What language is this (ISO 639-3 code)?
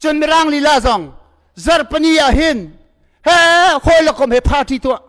cnh